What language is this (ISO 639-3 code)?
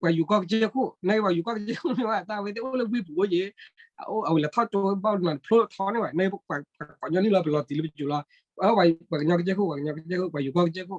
ksw